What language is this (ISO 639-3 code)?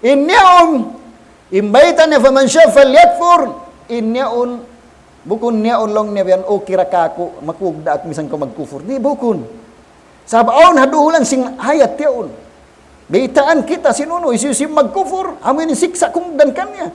tsg